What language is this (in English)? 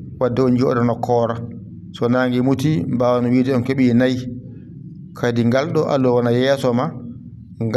Fula